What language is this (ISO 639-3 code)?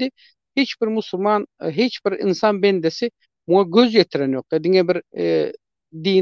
tuk